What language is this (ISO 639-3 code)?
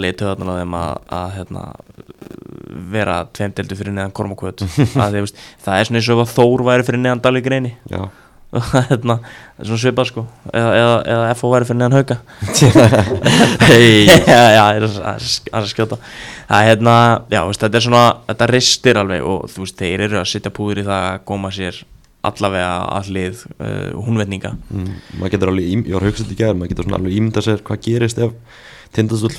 isl